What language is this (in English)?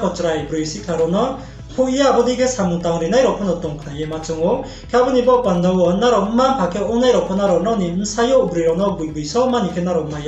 Riang (India)